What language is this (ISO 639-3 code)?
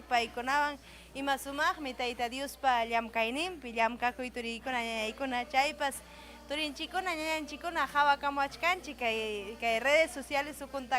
quy